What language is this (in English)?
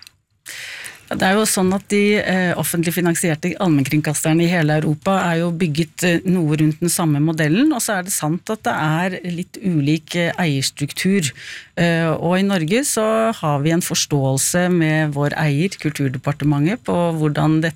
Norwegian